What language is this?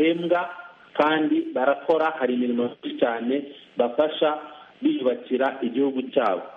Kinyarwanda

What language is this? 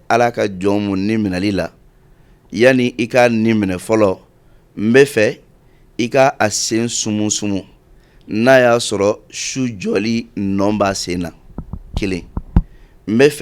Bambara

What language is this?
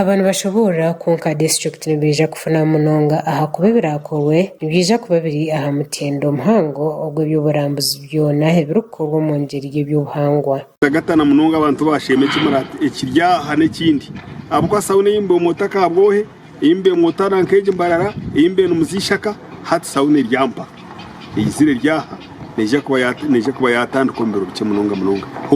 Nyankole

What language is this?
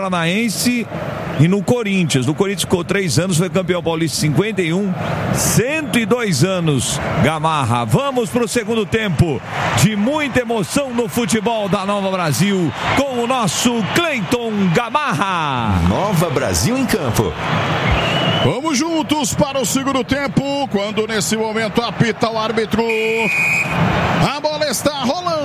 Portuguese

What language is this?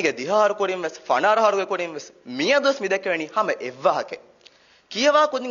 Divehi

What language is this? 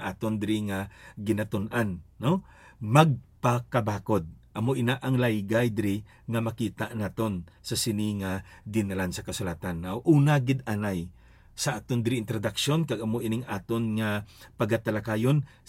Hiligaynon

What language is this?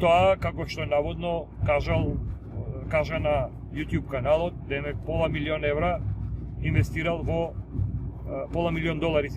Macedonian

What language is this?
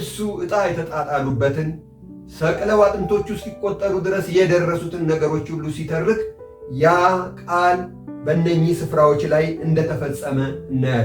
Amharic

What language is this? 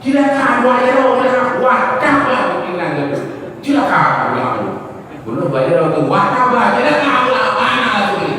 Achinese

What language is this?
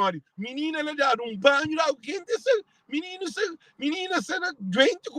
Kabuverdianu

